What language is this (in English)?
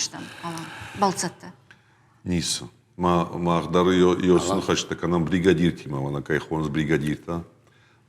Ossetic